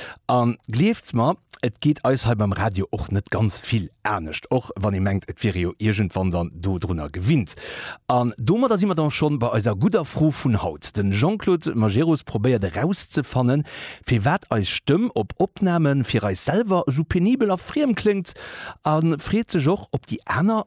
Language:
Luxembourgish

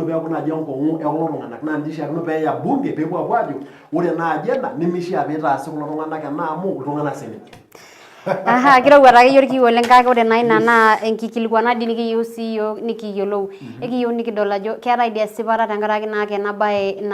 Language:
Masai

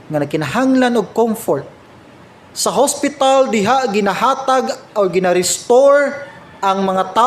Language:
Cebuano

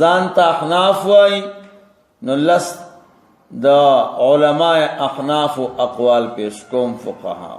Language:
Pashto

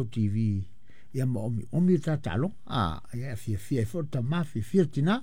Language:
Samoan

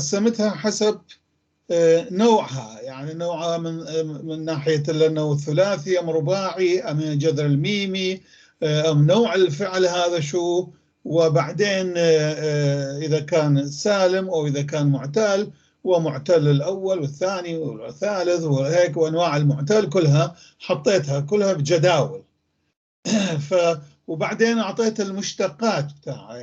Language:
North Levantine Arabic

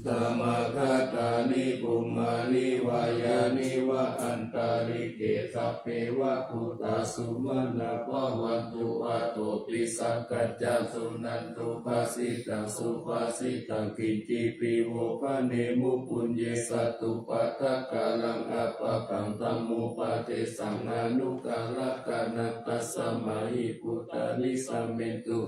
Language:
Pali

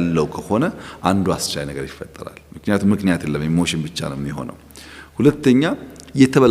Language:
Amharic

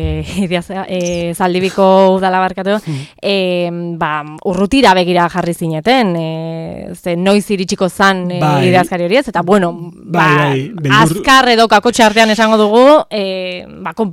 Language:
Basque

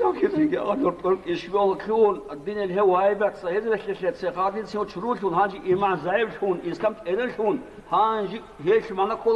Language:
Avaric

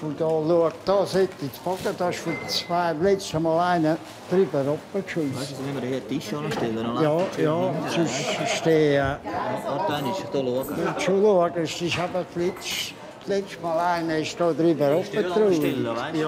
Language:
Swiss German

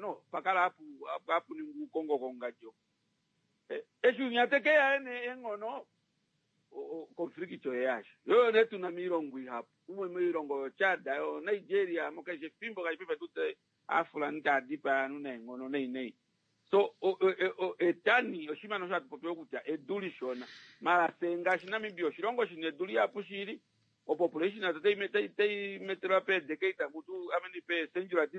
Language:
Kuanyama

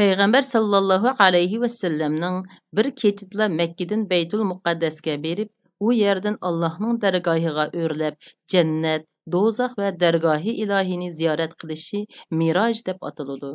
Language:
Uyghur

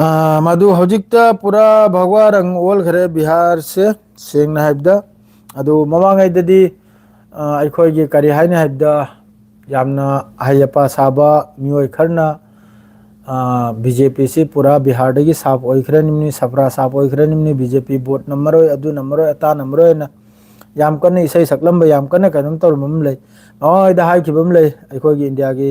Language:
Manipuri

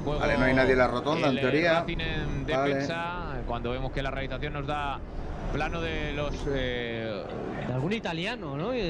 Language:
Spanish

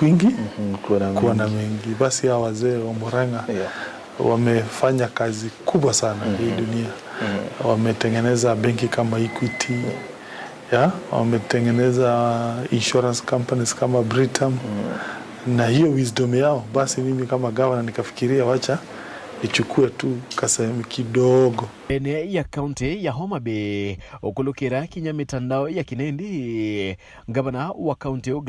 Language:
Meru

